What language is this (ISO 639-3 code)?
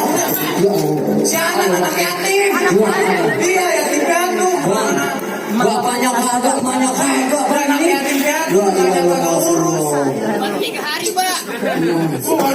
bew